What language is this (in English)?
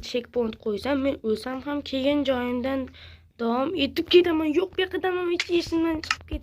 Uzbek